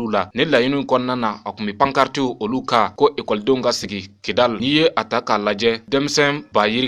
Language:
Bambara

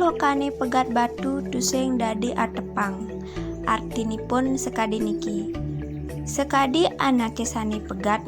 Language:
Balinese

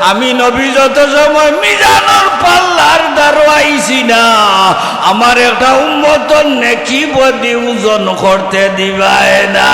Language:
Sylheti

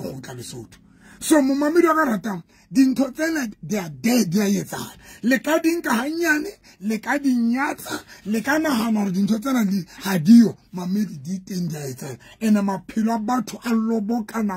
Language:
Southern Sotho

